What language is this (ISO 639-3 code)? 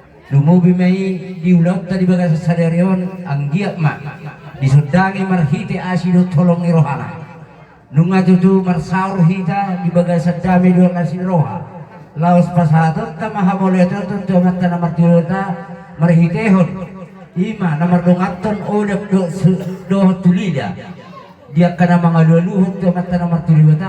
bbc